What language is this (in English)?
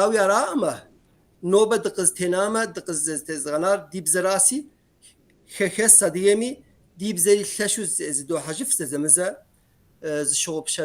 Kabardian